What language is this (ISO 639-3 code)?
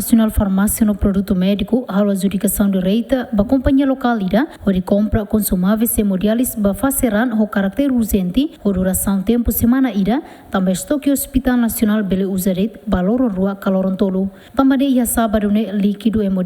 tet